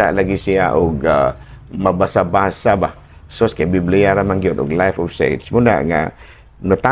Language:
Cebuano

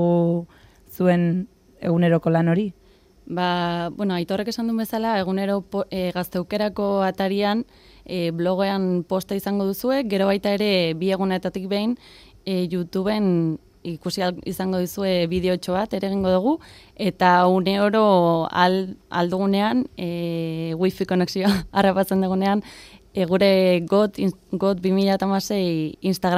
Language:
Basque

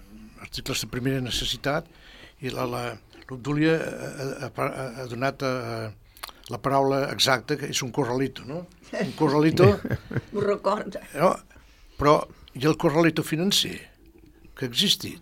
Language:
Catalan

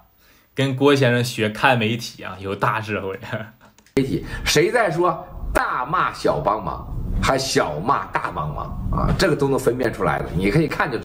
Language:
Chinese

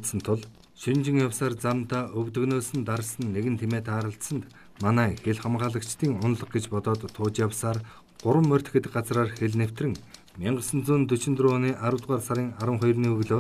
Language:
Mongolian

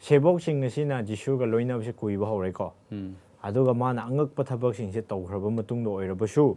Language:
Manipuri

